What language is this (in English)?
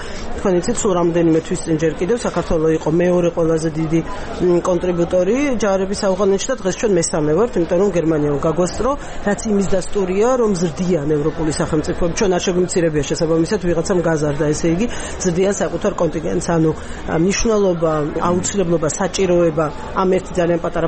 Georgian